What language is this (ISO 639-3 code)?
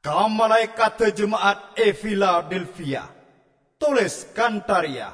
mad